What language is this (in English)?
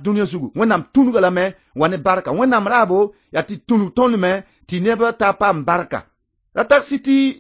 Mossi